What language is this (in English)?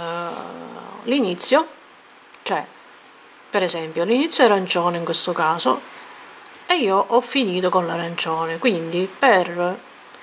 Italian